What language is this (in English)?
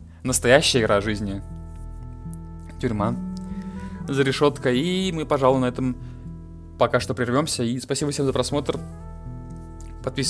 Russian